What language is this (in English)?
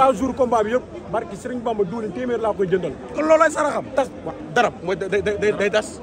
Wolof